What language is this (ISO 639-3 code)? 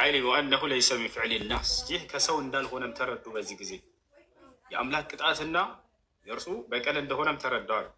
amh